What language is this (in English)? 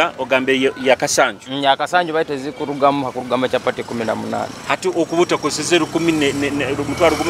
Nyoro